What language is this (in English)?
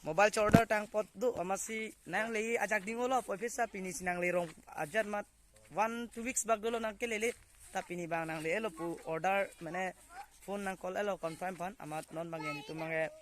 Karbi